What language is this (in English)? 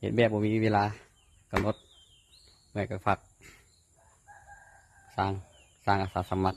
Lao